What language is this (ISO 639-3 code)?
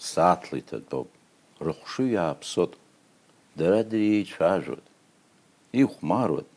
abk